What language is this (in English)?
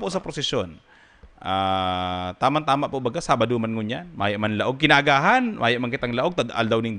Bikol